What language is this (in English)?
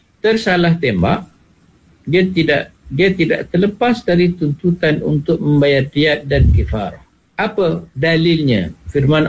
Malay